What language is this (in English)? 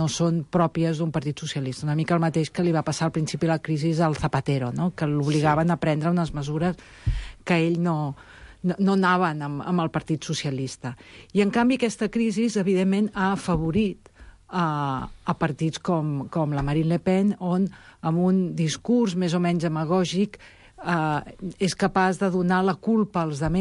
Catalan